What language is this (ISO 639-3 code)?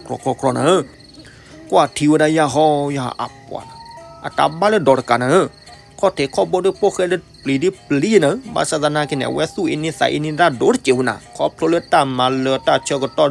ksw